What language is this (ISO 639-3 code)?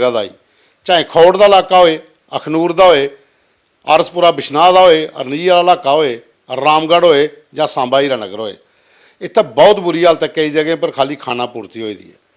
doi